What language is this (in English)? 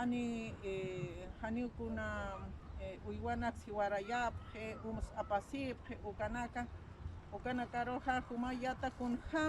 Aymara